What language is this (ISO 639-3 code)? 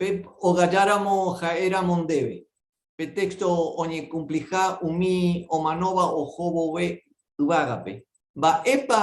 grn